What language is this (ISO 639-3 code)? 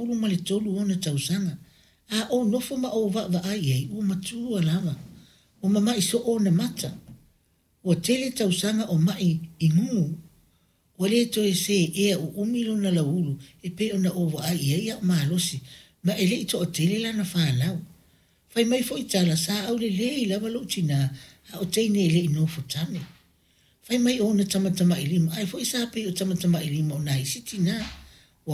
smo